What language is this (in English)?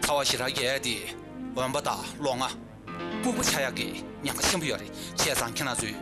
Tibetan